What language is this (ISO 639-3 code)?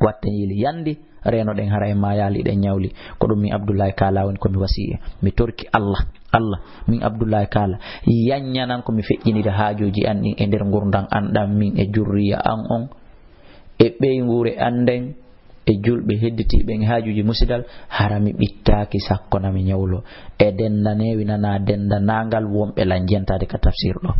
ful